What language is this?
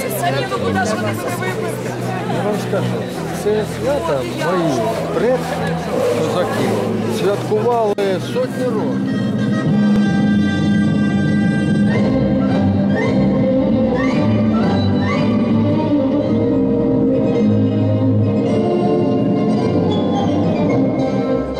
Ukrainian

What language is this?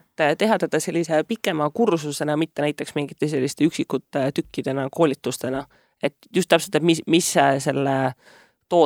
Estonian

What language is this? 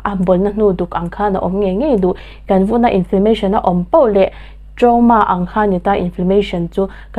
Mizo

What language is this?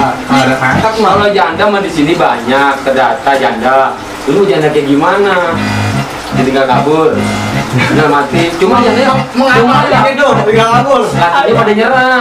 Betawi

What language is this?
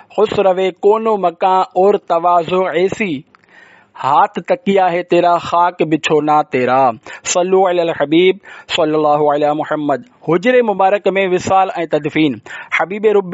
Sindhi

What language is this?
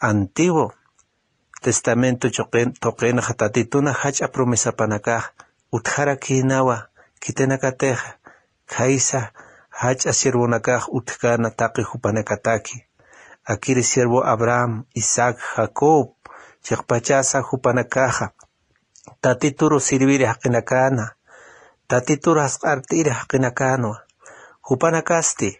Aymara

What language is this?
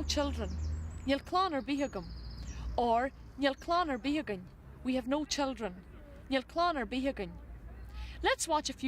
Irish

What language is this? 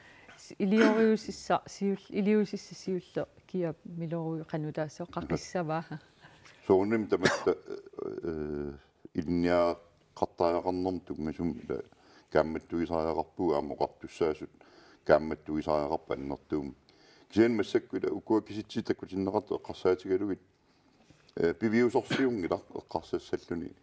Kalaallisut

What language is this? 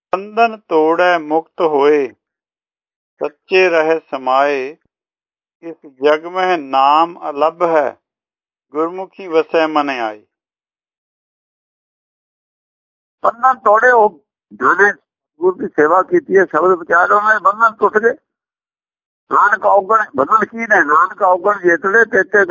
Punjabi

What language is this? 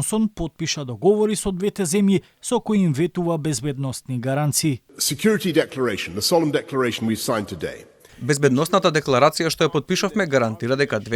Macedonian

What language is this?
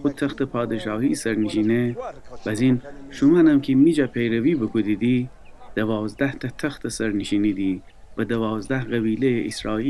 Gilaki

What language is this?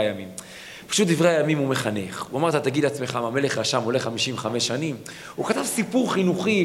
Hebrew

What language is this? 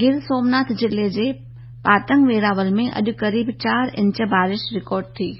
Sindhi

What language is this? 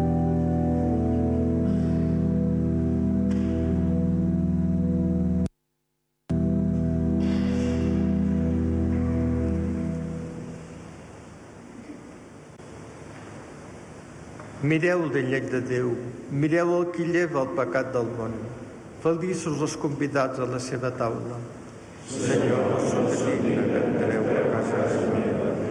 Catalan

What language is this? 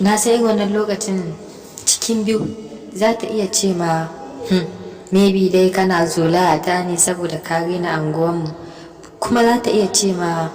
Hausa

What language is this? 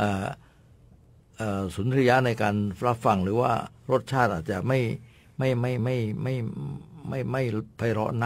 Thai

